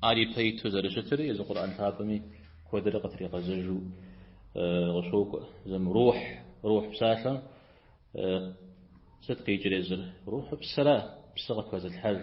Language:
Kabardian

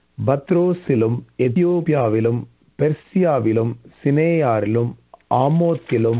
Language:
Tamil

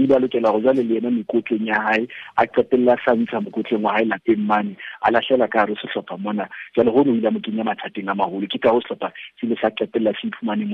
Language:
Southern Sotho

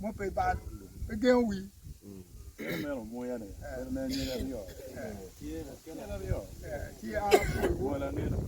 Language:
Acoli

